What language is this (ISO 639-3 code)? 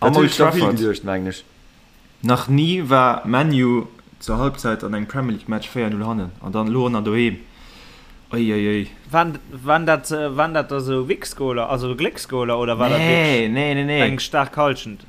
ltz